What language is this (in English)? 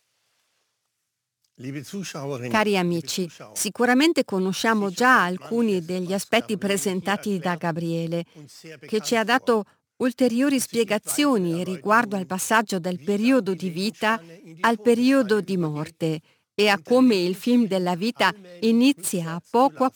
Italian